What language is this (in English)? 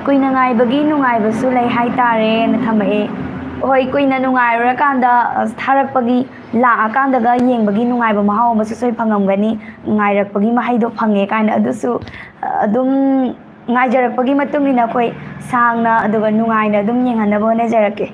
Manipuri